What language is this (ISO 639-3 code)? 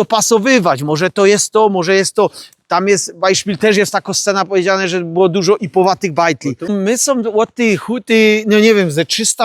szl